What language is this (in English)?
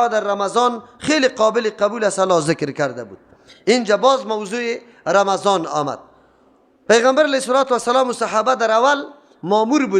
Persian